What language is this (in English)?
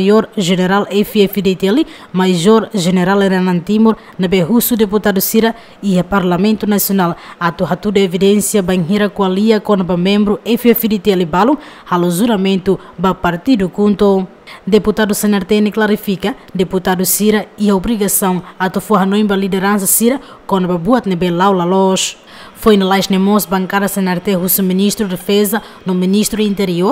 Tetum